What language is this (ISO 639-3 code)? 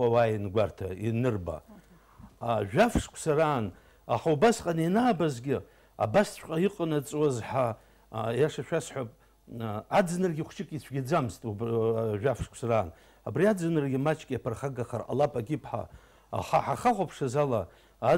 abk